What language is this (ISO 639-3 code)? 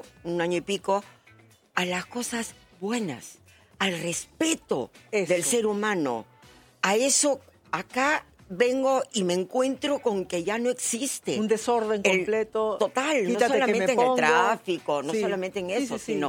spa